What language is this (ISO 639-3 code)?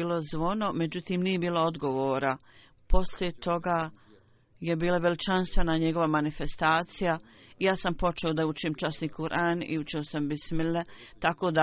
bos